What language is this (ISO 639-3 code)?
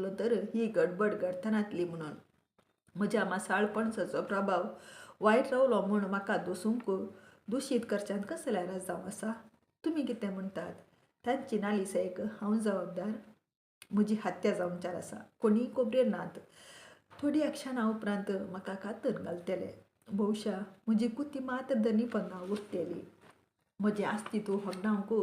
kok